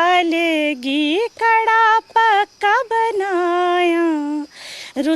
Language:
Dogri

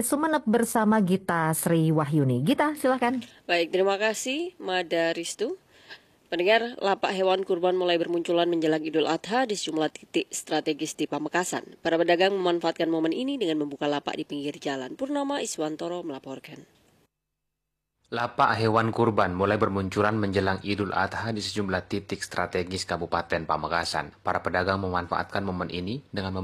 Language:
Indonesian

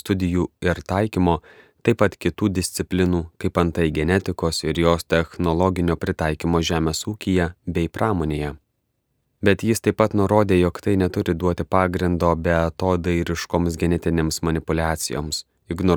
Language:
Lithuanian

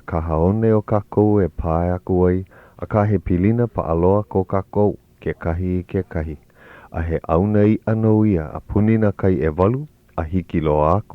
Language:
Hawaiian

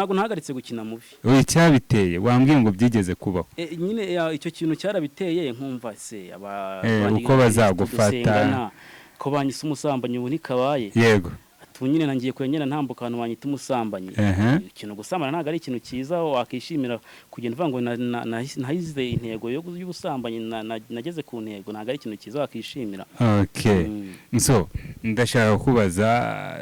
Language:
Kinyarwanda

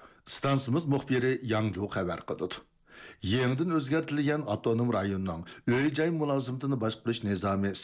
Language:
Uyghur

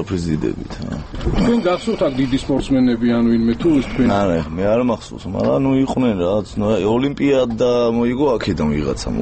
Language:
Georgian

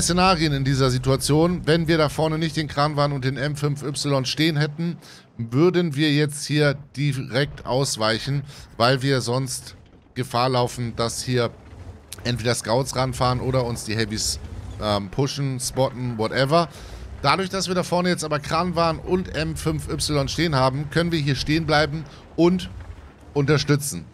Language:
German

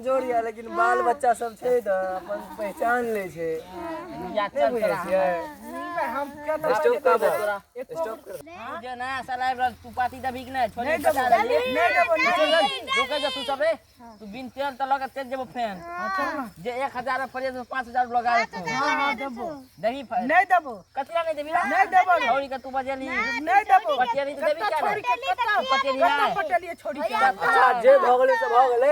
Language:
Maithili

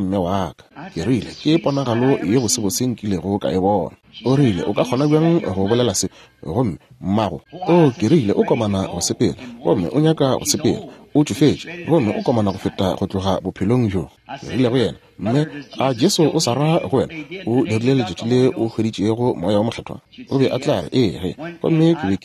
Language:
Northern Sotho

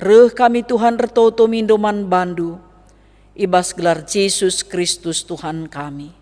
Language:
Batak Karo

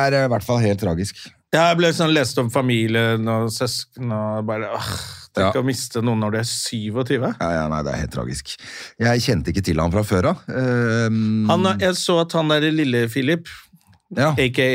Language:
Norwegian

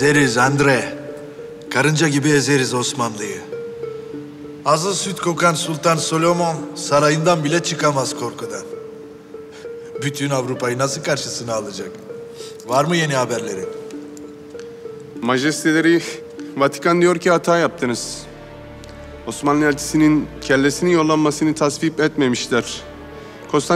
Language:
Turkish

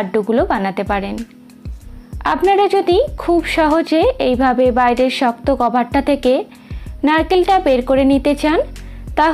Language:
Bangla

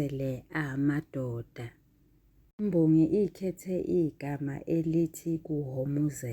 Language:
Zulu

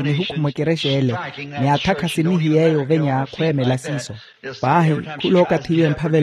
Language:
Makhuwa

